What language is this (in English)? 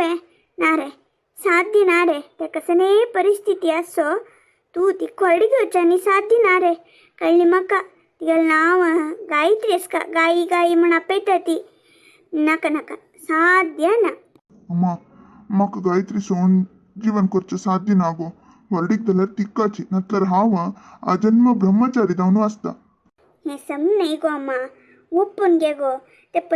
Konkani